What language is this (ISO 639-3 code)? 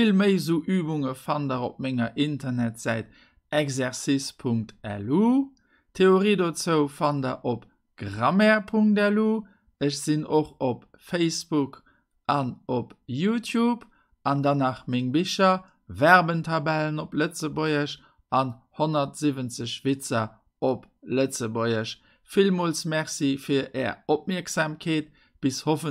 ltz